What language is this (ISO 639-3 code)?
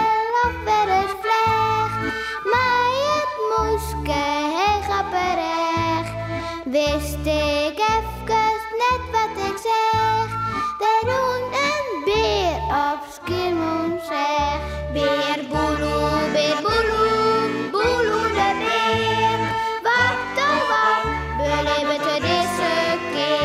fry